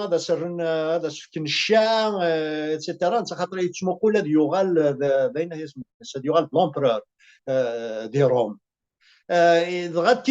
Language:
Kabyle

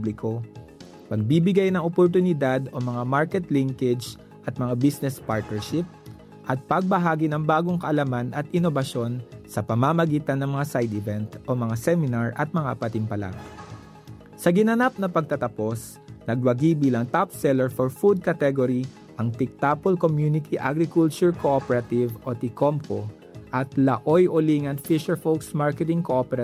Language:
Filipino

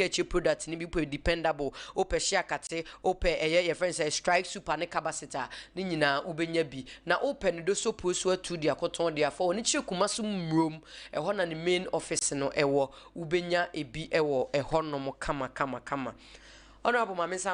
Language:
Akan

